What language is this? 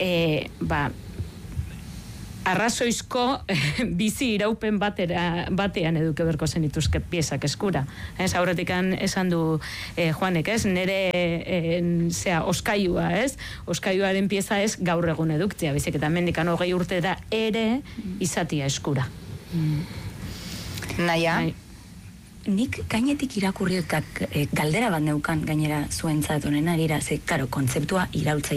Basque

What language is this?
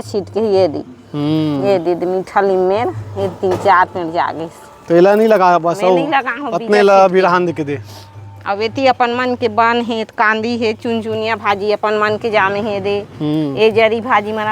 Chhattisgarhi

